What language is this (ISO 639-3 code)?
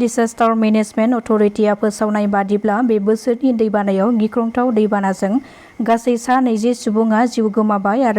brx